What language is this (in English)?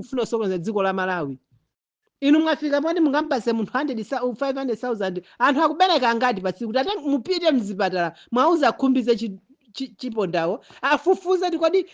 Nyanja